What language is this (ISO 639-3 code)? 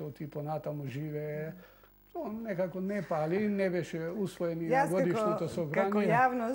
mkd